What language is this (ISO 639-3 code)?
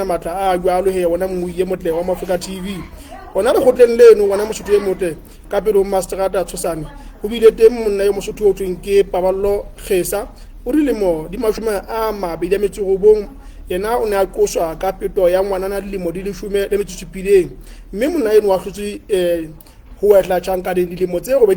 sot